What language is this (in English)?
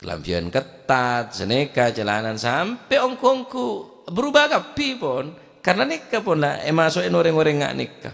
Madurese